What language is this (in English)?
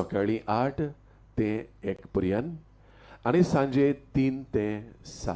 Konkani